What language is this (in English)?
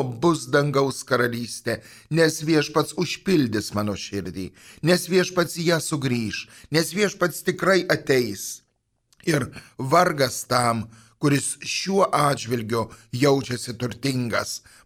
Lithuanian